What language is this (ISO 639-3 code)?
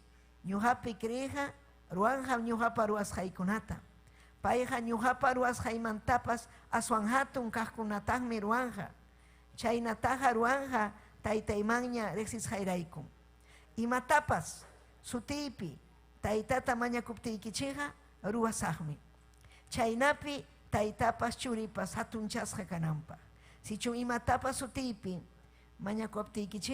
quy